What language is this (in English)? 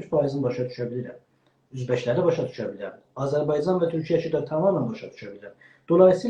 South Azerbaijani